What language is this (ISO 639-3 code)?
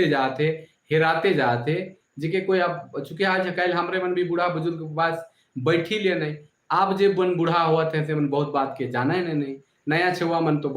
sck